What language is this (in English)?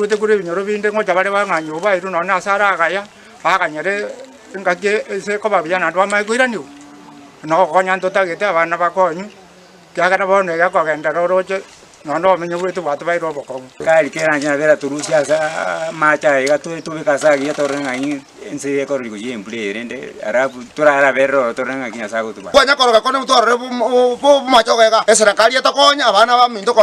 Gusii